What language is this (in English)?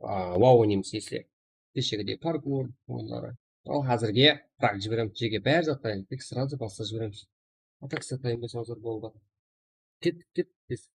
Kara-Kalpak